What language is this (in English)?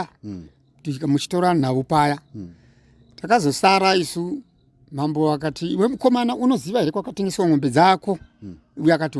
Shona